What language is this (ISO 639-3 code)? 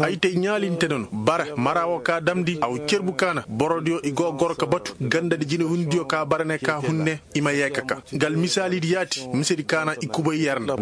ses